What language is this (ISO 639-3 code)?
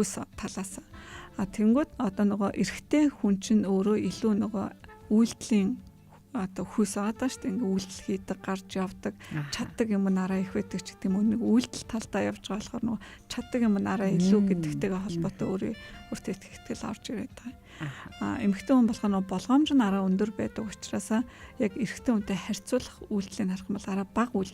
mon